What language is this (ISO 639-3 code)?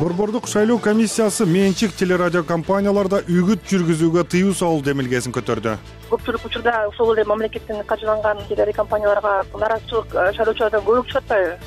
kir